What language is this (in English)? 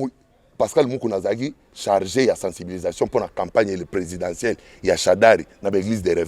Lingala